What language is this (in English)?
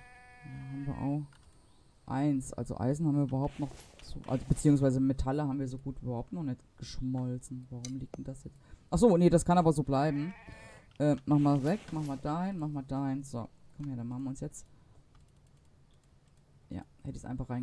German